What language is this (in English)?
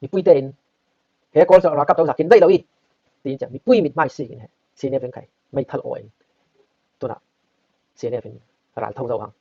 Falam Chin